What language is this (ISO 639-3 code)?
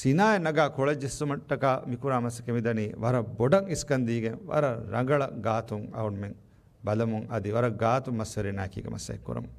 div